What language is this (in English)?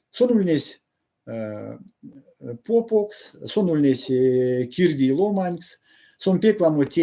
Erzya